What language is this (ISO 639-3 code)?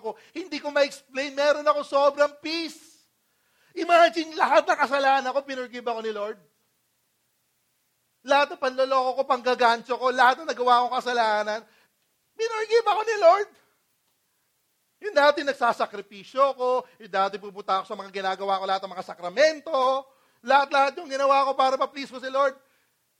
fil